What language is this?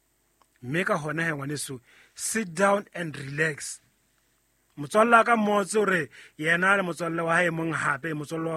Southern Sotho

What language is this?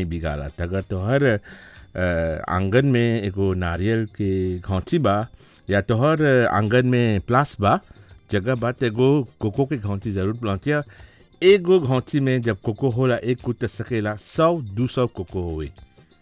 Bhojpuri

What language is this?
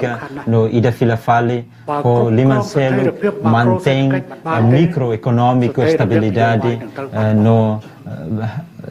Tetum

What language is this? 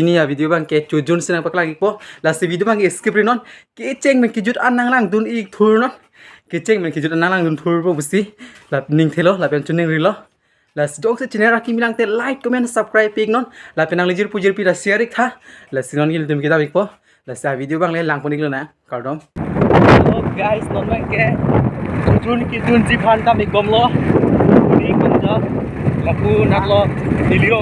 Karbi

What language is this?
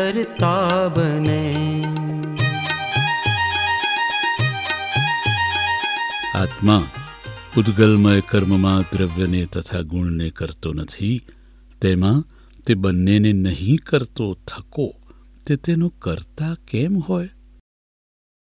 Gujarati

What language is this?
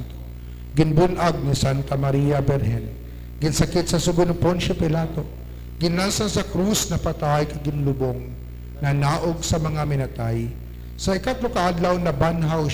Hiligaynon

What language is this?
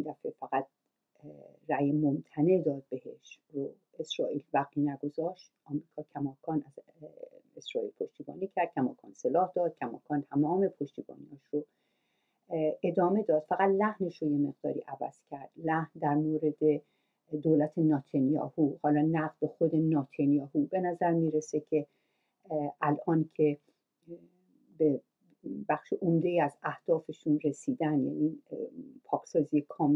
Persian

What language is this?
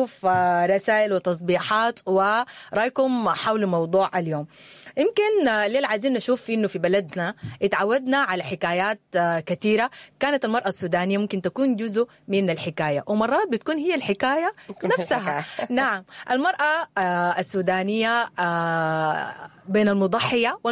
Sudanese Arabic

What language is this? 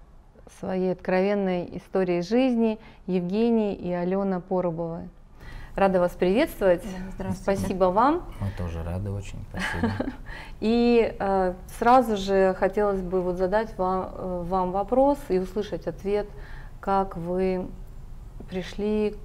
Russian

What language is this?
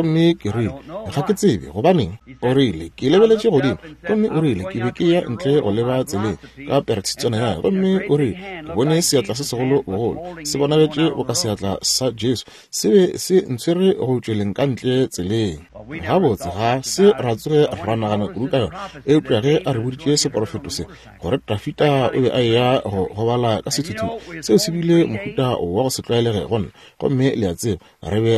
Northern Sotho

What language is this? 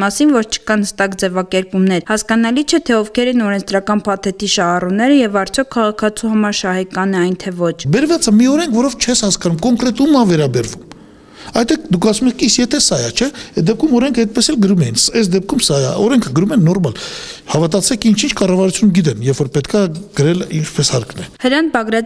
Armenian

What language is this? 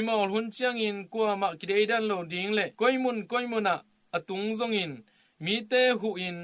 Tedim Chin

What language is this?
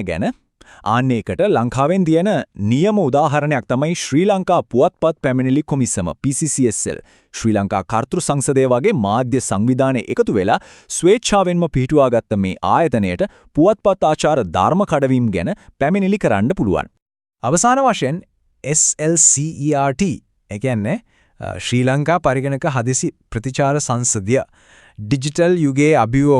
Sinhala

